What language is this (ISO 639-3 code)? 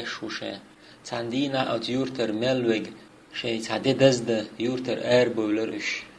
che